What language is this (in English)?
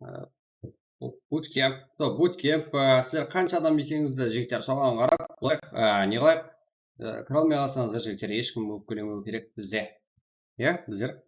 Kara-Kalpak